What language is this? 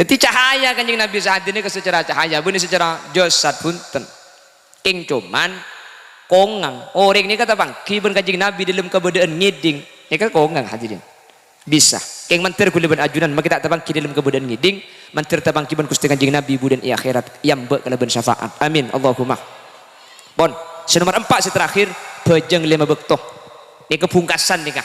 Madurese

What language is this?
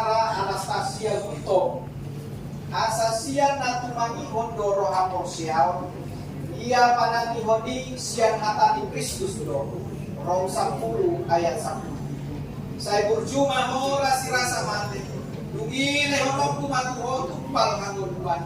Batak Toba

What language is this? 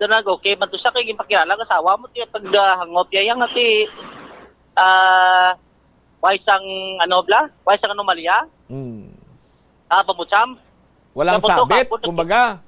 Hiligaynon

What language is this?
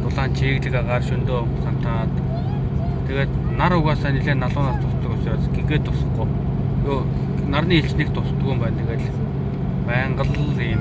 Mongolian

